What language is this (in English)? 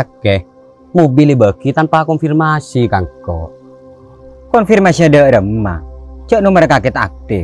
Madurese